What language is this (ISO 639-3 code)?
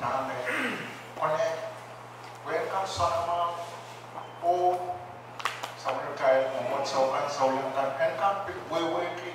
pon